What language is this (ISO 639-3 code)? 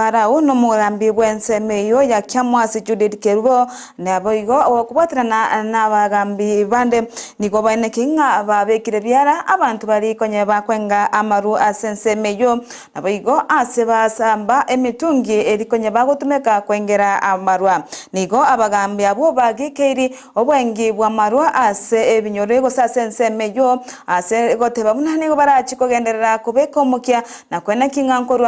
guz